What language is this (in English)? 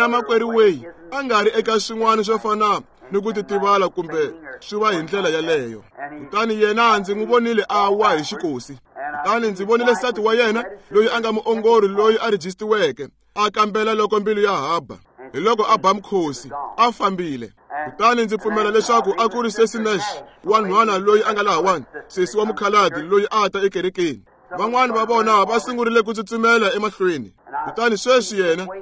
Tsonga